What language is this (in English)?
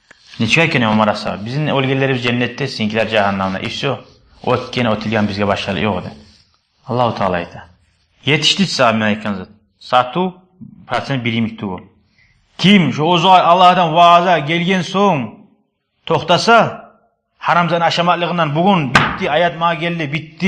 Kumyk